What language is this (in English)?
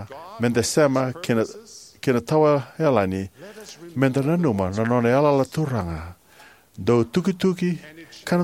Fijian